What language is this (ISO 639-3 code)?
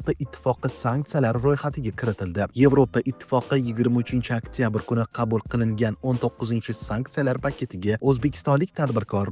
uzb